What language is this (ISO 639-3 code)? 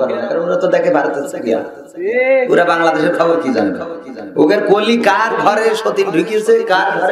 ben